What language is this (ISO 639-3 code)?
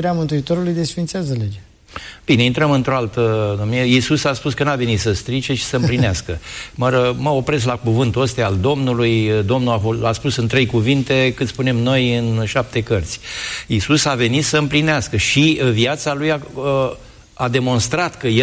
ron